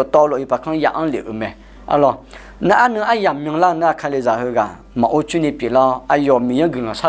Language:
Akha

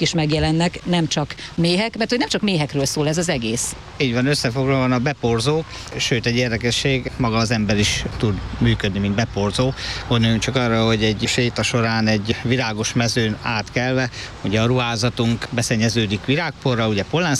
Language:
Hungarian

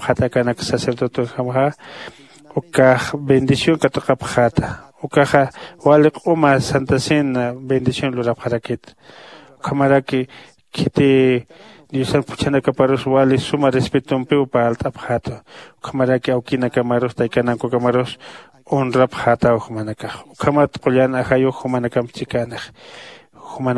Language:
Aymara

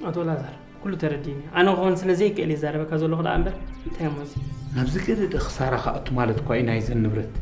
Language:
Tigrinya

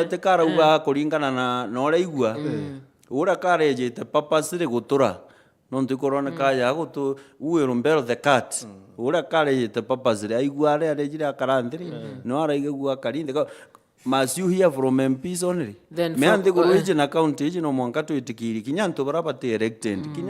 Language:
Meru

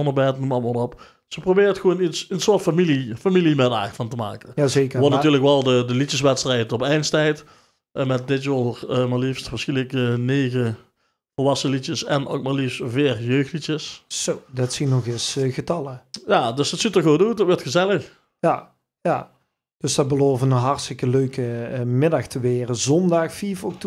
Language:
Limburgish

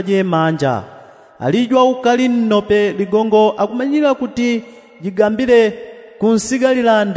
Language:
Yao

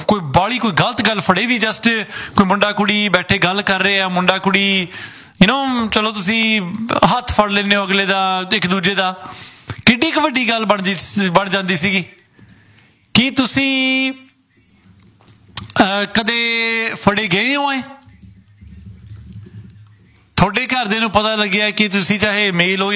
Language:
Punjabi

